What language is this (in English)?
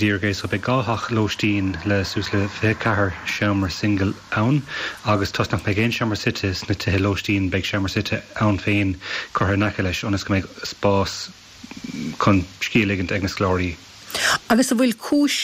Irish